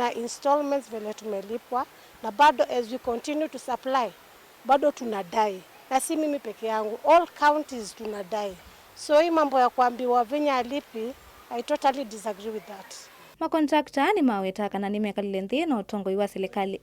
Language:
Kamba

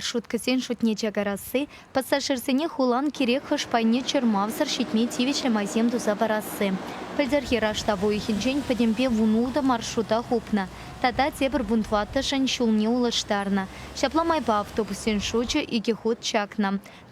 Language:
Chuvash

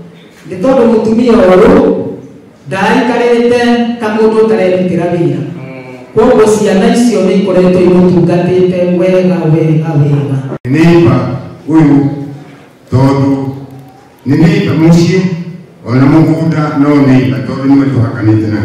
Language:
Kikuyu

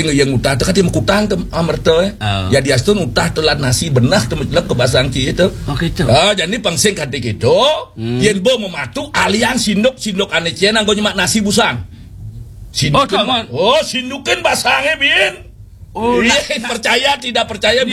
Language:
Balinese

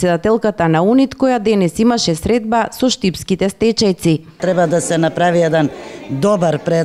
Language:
Macedonian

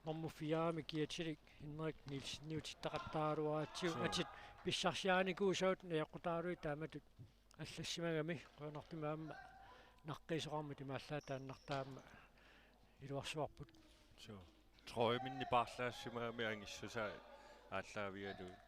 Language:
Kalaallisut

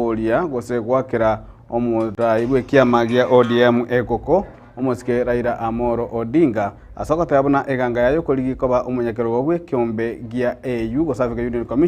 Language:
Gusii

